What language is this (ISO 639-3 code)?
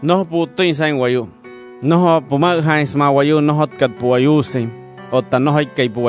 guc